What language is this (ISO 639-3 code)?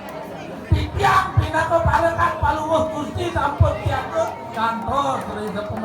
ban